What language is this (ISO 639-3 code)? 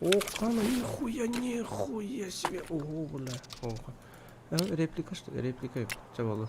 sah